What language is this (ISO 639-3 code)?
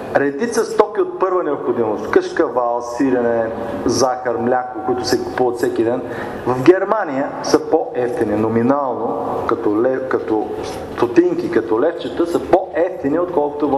bul